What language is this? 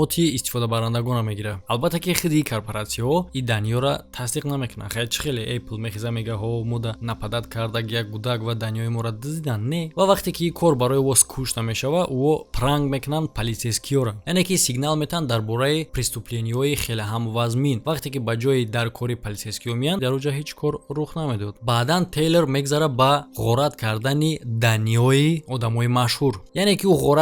Tajik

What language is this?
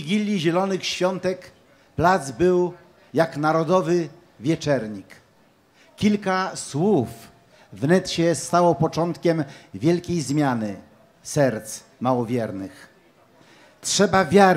Polish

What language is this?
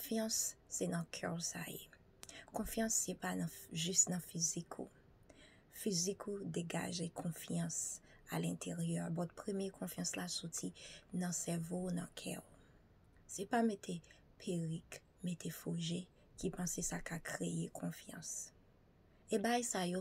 Haitian Creole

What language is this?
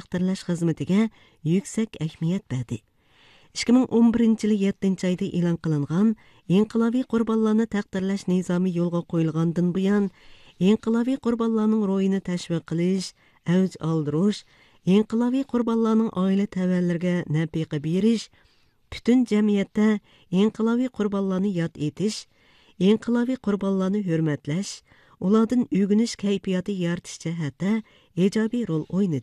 Uyghur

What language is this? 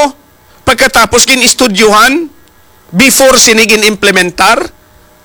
Hiligaynon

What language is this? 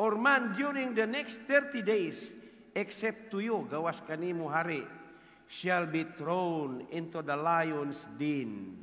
Cebuano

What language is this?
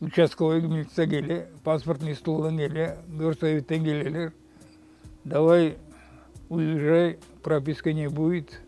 Crimean Tatar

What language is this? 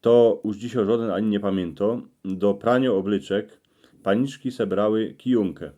Silesian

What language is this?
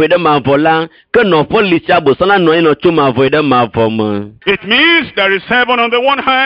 Ewe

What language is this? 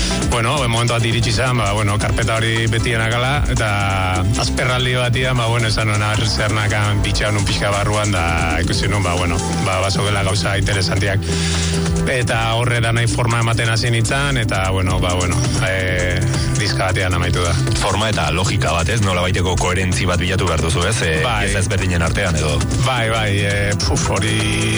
Basque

